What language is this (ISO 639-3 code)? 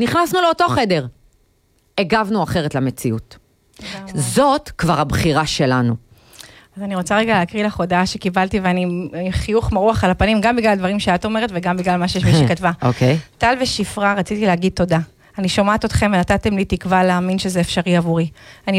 heb